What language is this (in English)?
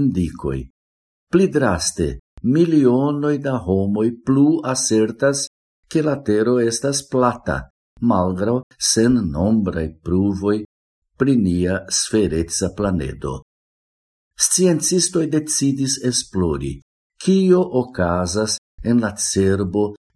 Esperanto